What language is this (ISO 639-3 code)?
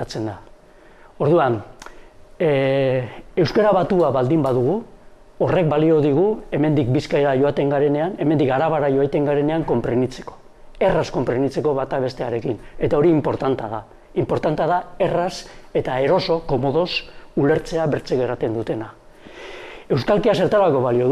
eus